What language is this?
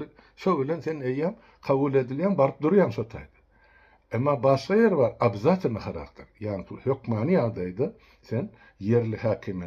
Turkmen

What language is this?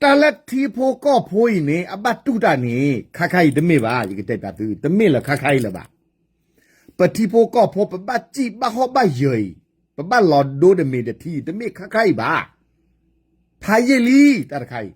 S'gaw Karen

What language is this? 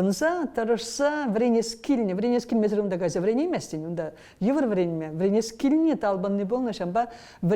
Chuvash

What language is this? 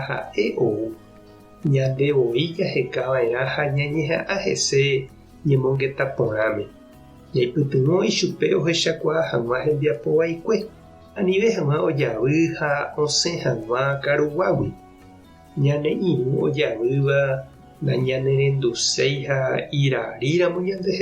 Guarani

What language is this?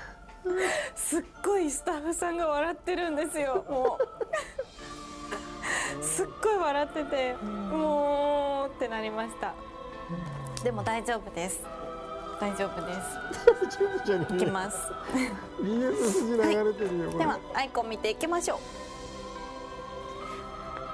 Japanese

